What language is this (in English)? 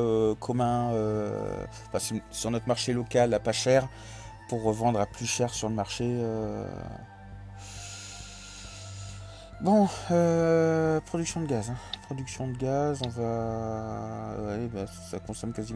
French